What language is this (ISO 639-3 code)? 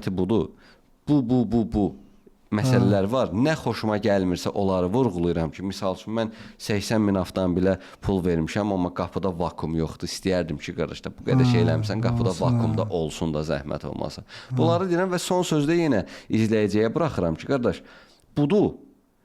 aze